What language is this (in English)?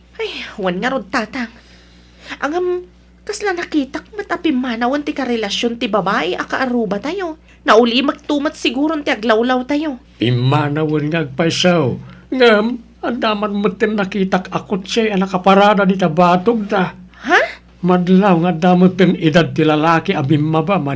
Iloko